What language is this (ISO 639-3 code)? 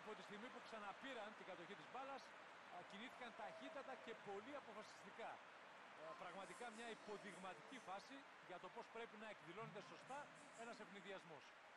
ell